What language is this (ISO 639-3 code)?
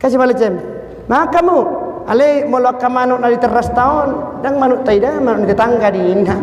bbc